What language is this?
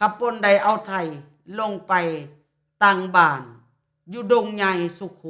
Lao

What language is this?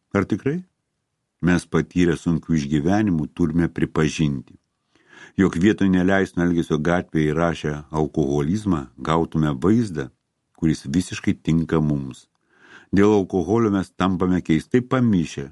Lithuanian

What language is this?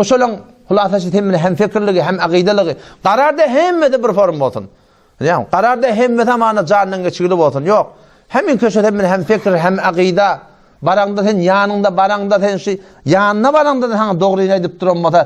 Turkmen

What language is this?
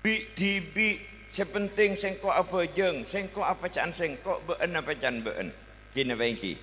Madurese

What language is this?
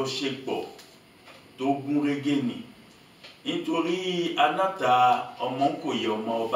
Yoruba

